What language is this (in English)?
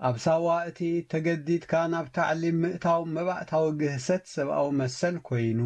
Tigrinya